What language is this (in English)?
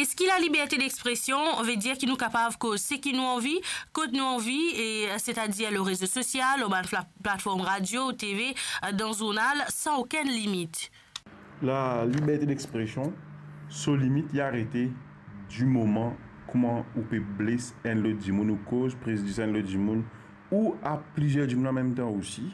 Morisyen